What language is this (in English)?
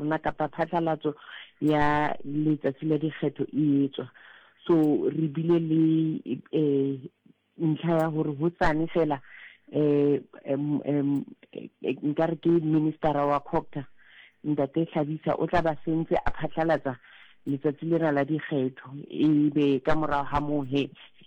Southern Sotho